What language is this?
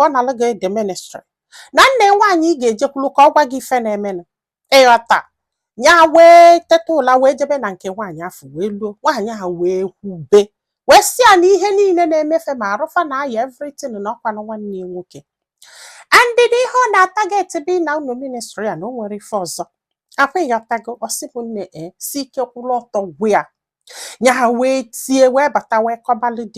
Igbo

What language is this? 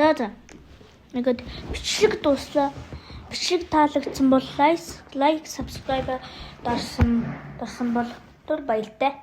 Mongolian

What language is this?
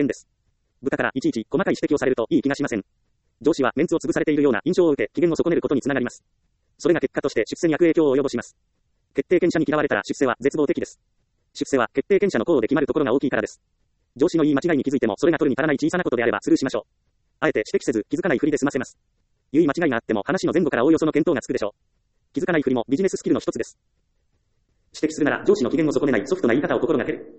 Japanese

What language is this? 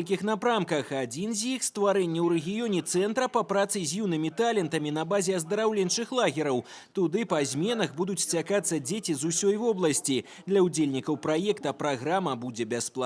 Belarusian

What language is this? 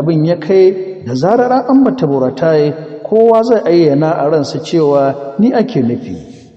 Hausa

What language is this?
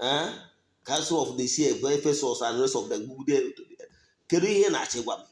Igbo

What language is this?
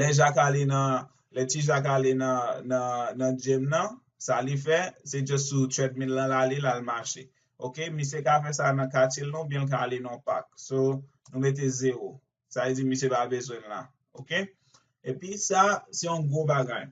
Haitian Creole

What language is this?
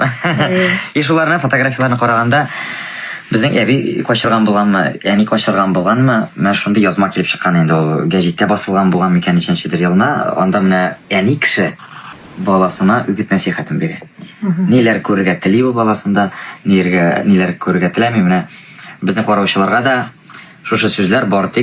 Bashkir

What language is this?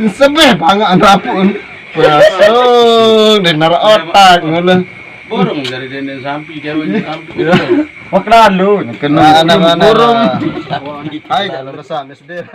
Sasak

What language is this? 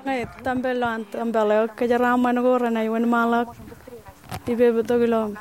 Marshallese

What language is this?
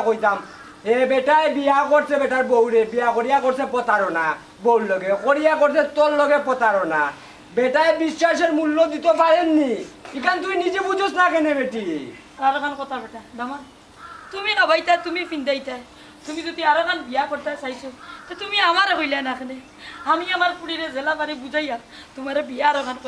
Sylheti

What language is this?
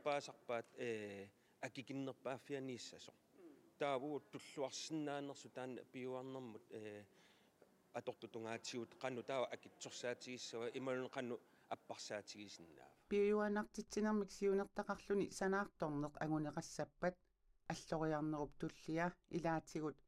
Kalaallisut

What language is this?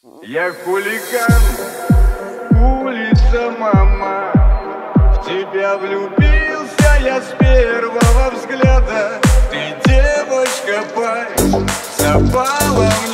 Russian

